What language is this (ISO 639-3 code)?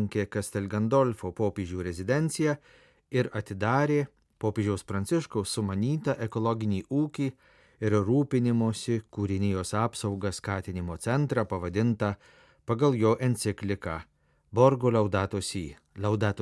lit